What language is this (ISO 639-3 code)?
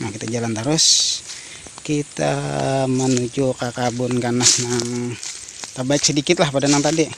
bjn